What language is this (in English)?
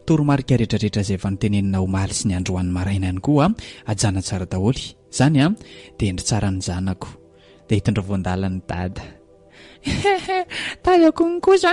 Malagasy